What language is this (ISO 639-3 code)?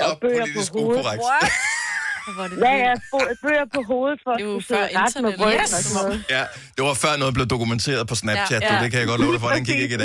dan